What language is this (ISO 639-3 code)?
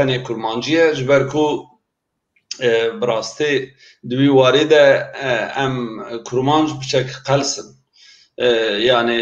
kur